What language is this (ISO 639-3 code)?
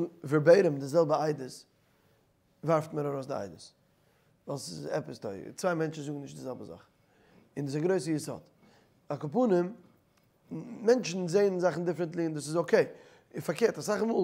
yid